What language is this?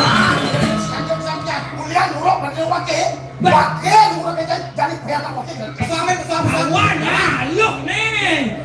Balinese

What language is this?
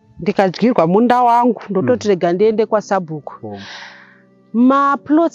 Shona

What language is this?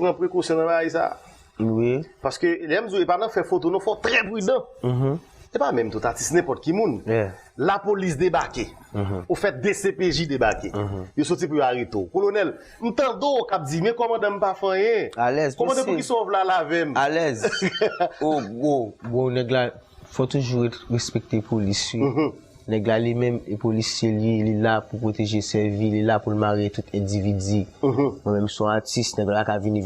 Haitian Creole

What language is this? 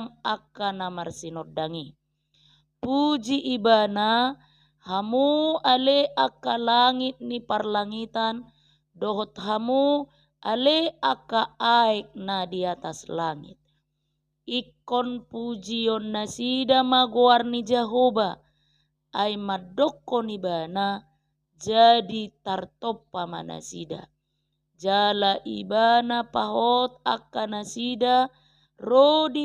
Batak Toba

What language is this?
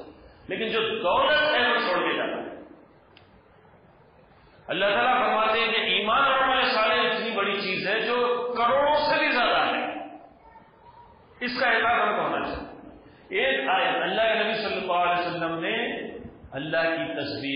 Urdu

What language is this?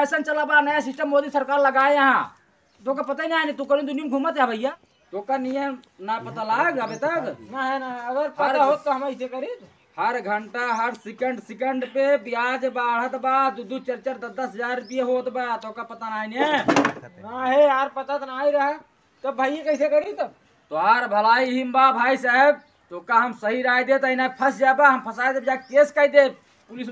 Awadhi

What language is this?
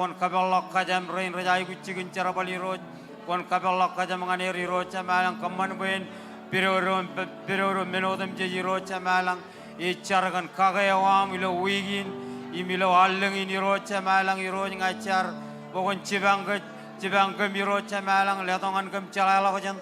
Marshallese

